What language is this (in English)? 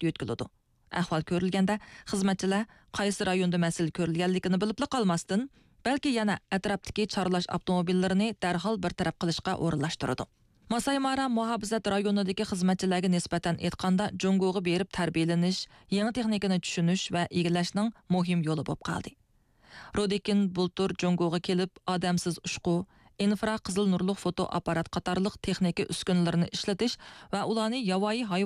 Uyghur